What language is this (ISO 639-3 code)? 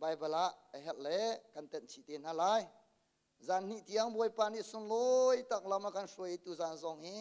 cnh